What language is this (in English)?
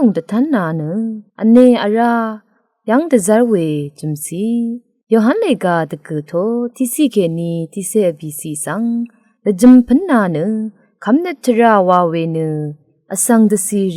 Rawang